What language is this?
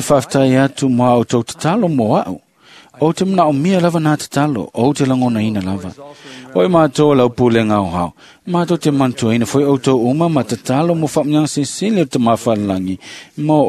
Samoan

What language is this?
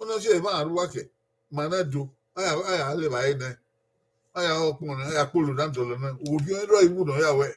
Bini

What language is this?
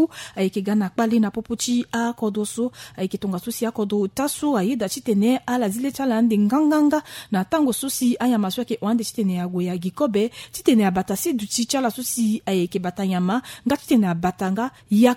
Sango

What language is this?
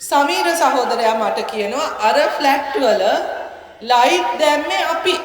Sinhala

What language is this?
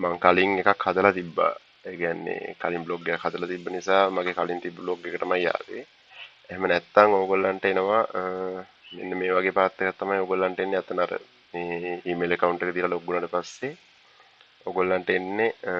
Sinhala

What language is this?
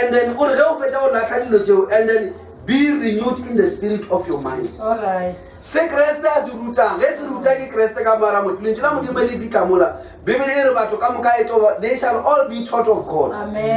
Northern Sotho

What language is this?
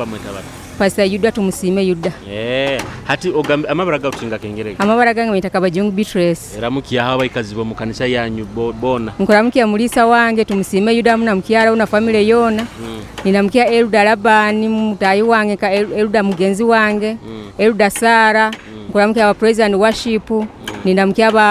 Nyoro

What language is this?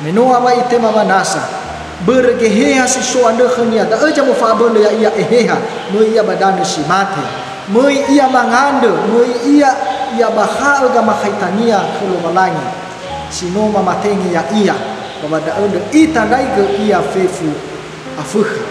Nias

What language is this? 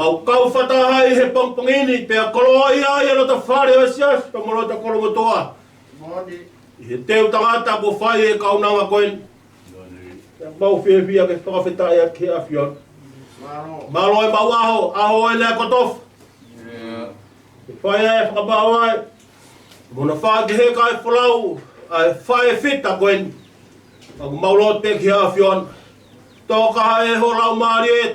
Tongan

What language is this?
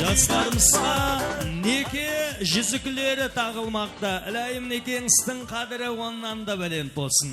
Kara-Kalpak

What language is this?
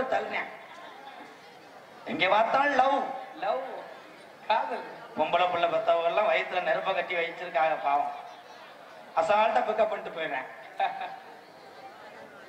Tamil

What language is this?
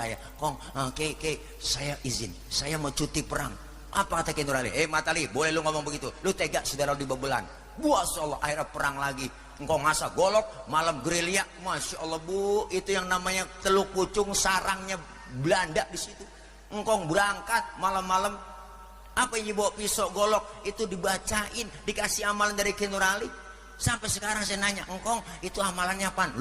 Betawi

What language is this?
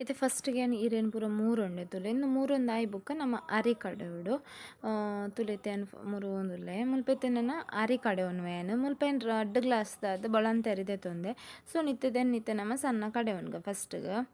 Tulu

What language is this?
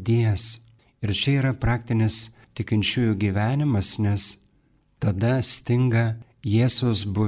Lithuanian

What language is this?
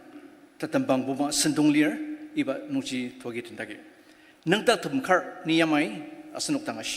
Ao Naga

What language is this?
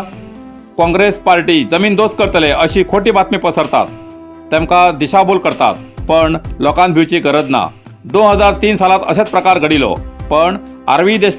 Konkani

